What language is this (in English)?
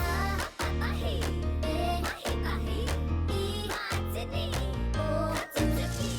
Māori